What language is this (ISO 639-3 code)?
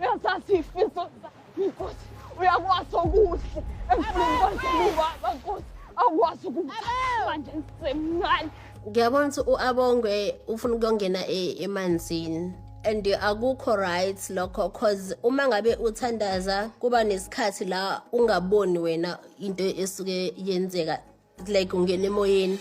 zul